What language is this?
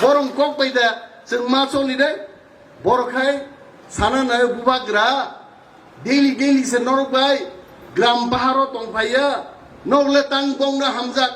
Kok Borok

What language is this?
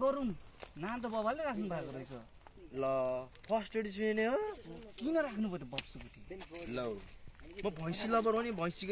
Nepali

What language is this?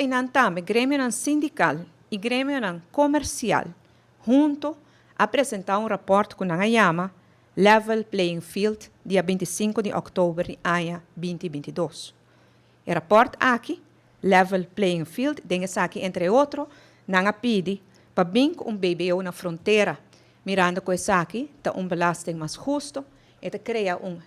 Papiamento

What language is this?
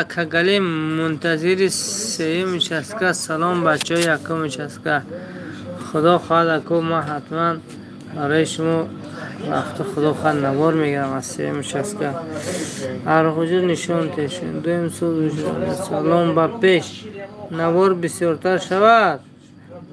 Tajik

